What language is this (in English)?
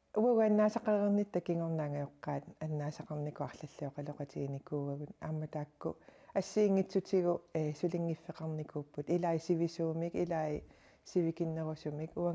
Kalaallisut